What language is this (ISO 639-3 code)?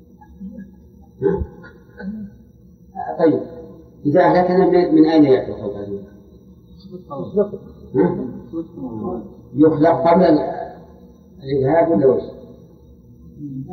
ara